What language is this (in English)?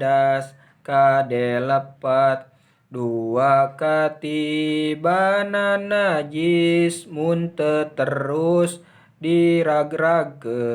Sundanese